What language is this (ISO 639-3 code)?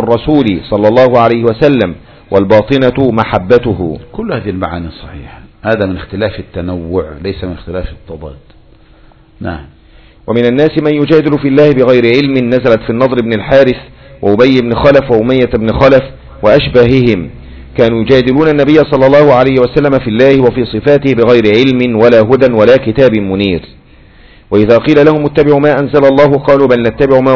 ara